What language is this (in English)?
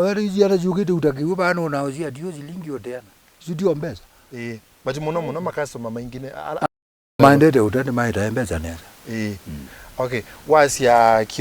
Kamba